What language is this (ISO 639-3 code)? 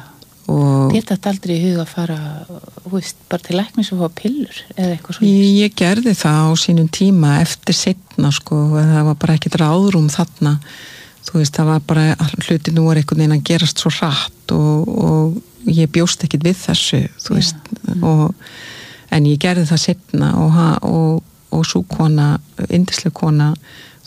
isl